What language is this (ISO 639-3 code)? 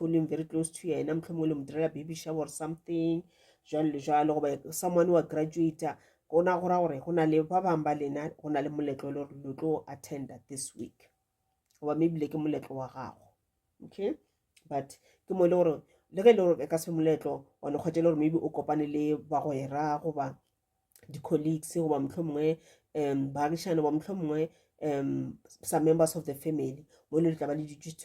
nso